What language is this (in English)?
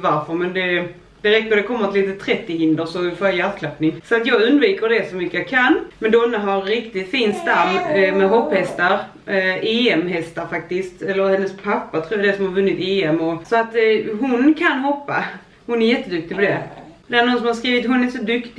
Swedish